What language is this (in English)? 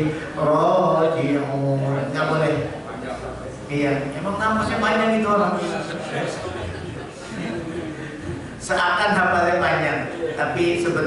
Indonesian